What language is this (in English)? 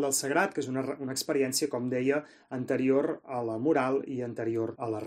Catalan